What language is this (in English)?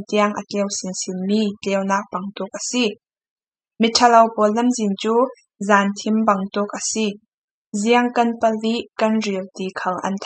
Falam Chin